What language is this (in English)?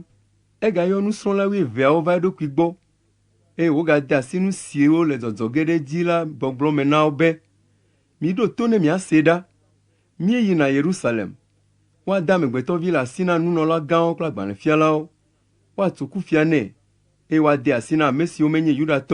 Ewe